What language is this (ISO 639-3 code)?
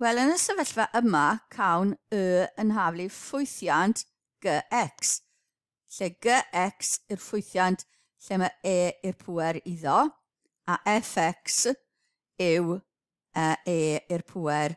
cym